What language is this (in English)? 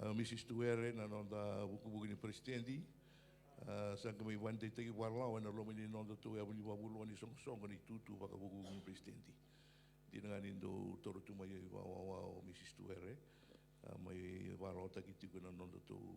Fijian